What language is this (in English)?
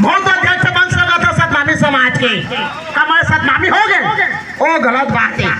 Chhattisgarhi